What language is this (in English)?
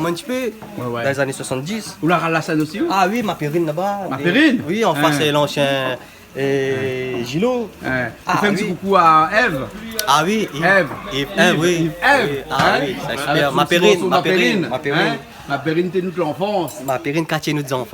Réunion Creole French